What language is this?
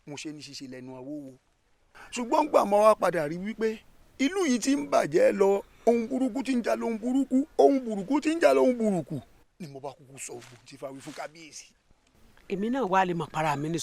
Yoruba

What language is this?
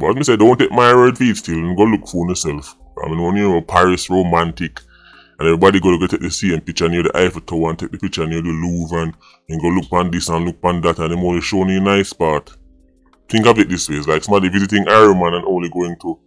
Jamaican Creole English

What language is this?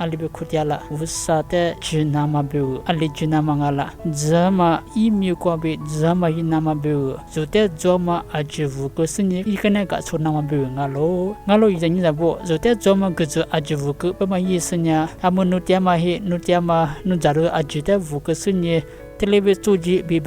Lisu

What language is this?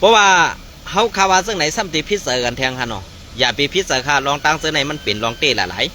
Shan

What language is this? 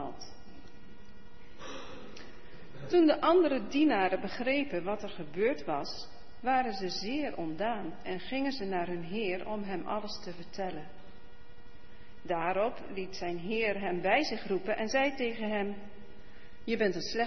Dutch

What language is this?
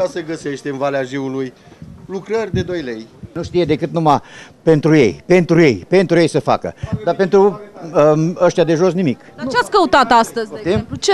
Romanian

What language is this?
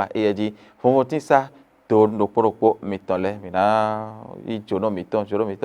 Fon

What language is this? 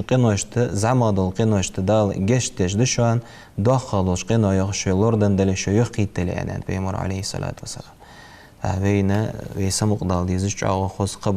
Ingush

